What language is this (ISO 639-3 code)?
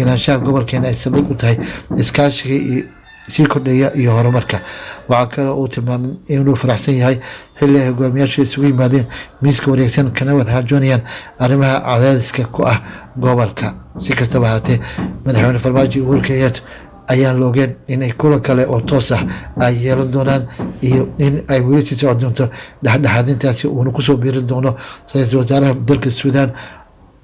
som